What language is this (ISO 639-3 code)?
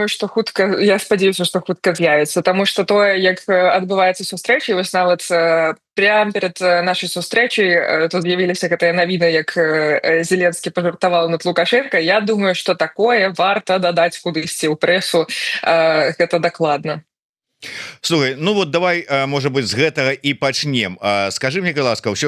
bel